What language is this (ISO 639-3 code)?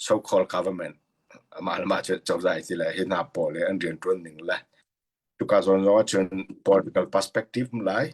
cnh